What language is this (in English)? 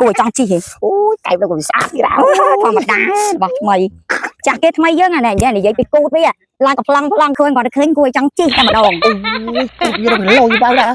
Khmer